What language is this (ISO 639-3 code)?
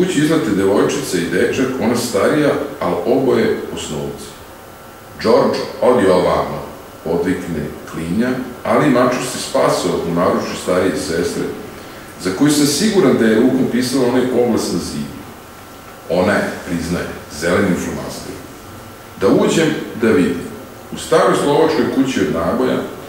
srp